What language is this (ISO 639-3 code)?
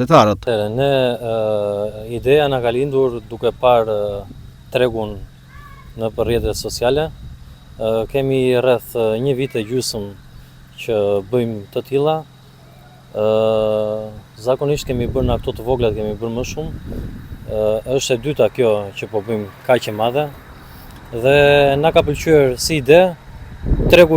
sqi